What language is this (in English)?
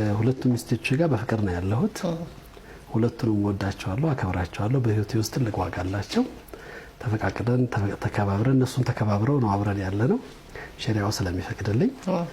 Amharic